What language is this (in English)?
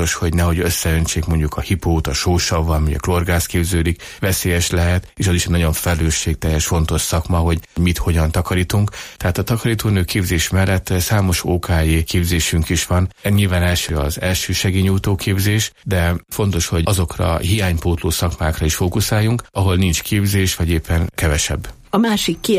Hungarian